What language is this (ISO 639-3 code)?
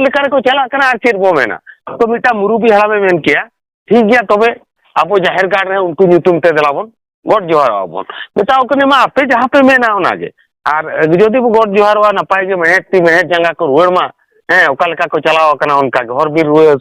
sat